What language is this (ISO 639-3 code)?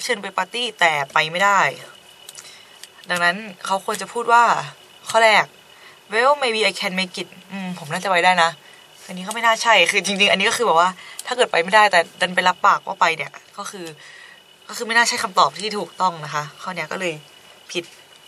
tha